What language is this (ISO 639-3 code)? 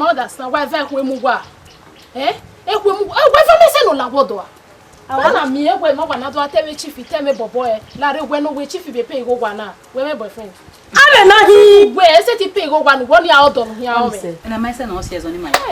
bin